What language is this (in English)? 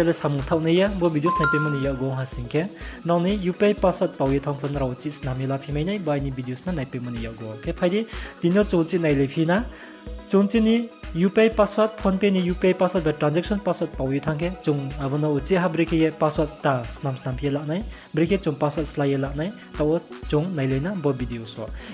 Riang (India)